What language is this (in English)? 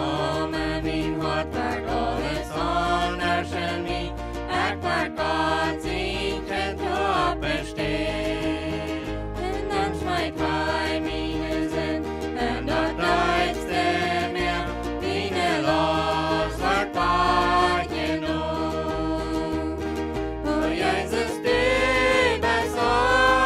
Plautdietsch